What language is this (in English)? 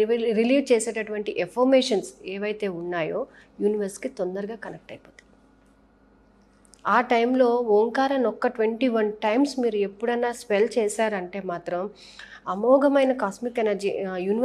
Telugu